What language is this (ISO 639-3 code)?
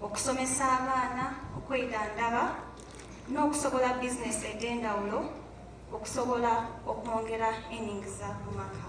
xog